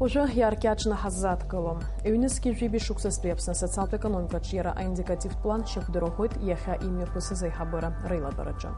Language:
Abkhazian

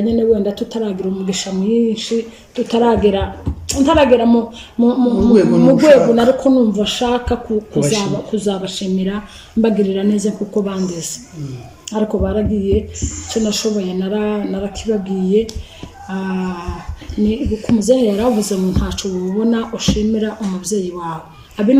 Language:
Kinyarwanda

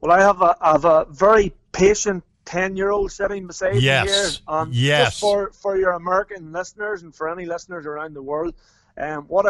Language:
English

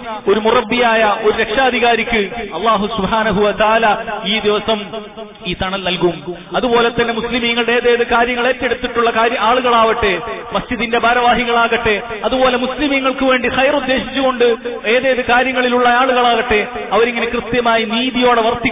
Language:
Malayalam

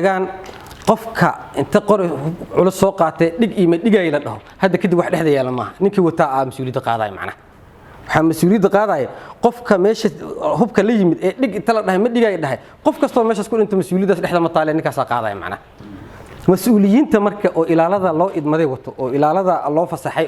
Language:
Somali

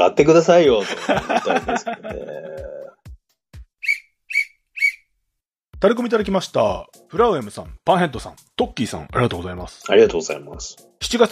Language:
Japanese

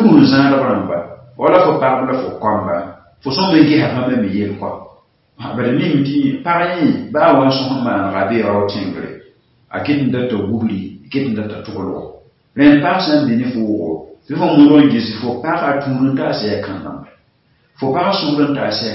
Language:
Mossi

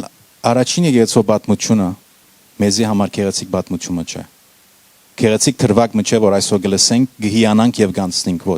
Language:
Western Armenian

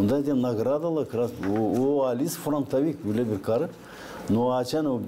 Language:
Gagauz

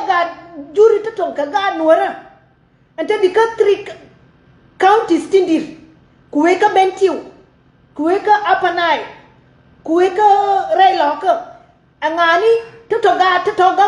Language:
Nuer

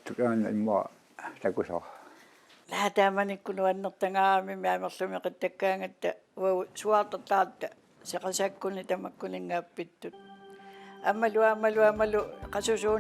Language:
Kalaallisut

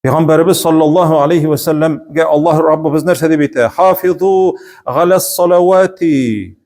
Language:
Tatar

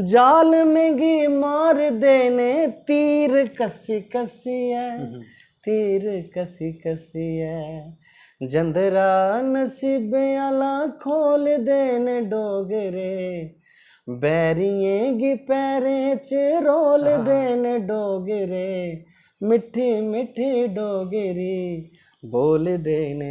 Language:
Dogri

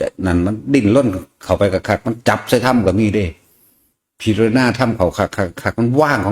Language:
Northeastern Thai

